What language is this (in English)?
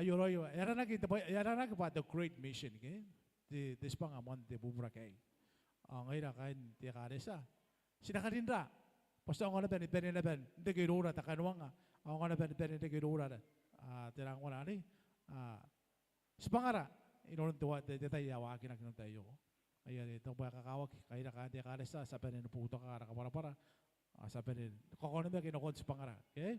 Gilbertese